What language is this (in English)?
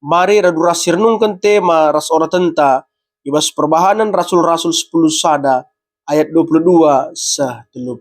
Batak Karo